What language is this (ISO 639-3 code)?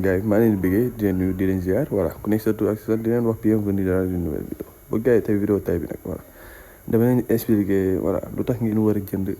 wol